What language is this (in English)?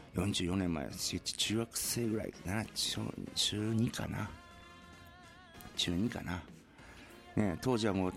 Japanese